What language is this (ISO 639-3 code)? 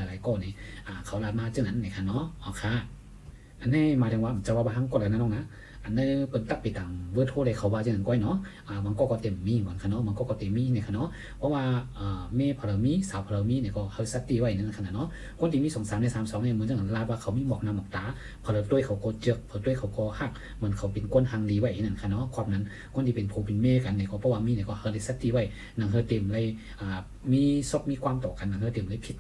shn